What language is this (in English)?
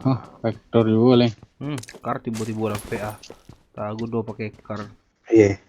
Minangkabau